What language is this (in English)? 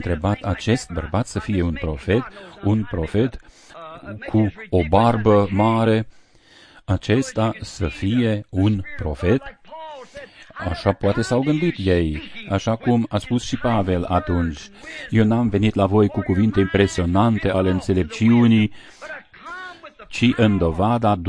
Romanian